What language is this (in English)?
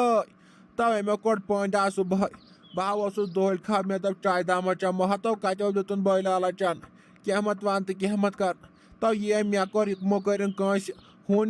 Kashmiri